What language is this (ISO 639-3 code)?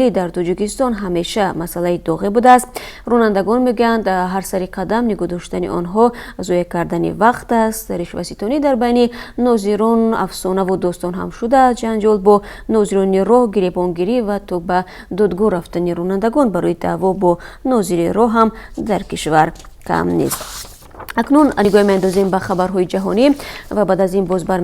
tgk